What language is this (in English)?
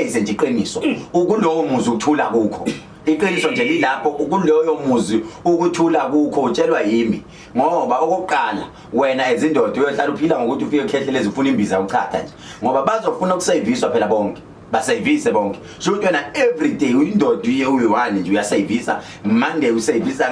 Zulu